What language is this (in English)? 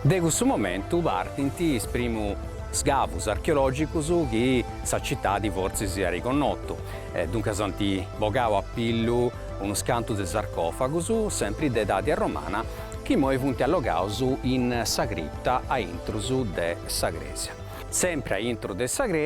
Sardinian